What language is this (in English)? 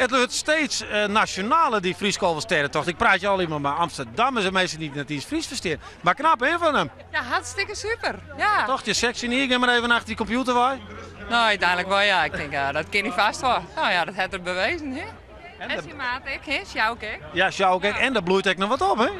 Western Frisian